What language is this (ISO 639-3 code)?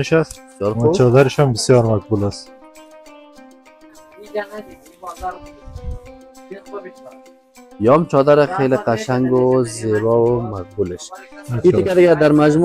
fas